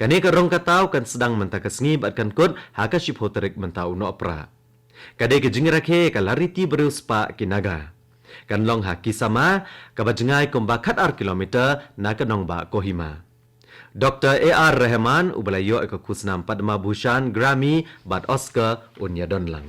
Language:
Khasi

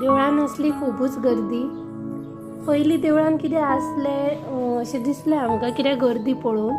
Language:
Konkani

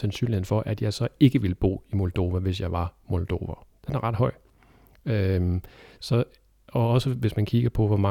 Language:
Danish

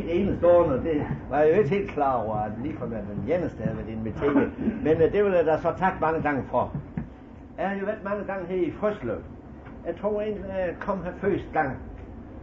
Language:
Danish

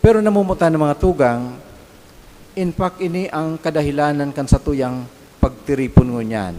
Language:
Bikol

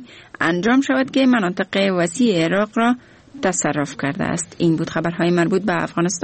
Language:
Persian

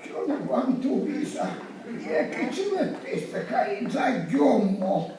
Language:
Sicilian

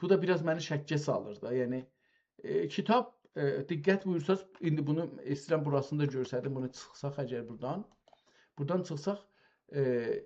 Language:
South Azerbaijani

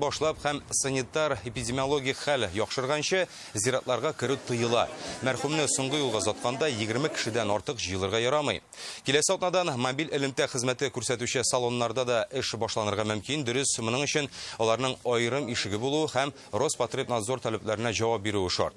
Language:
Tatar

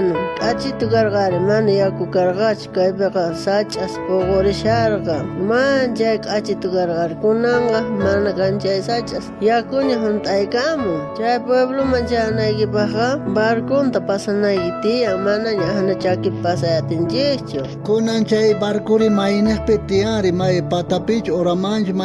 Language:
South Bolivian Quechua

